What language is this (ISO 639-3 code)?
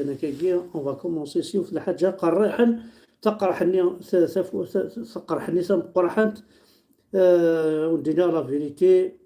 kab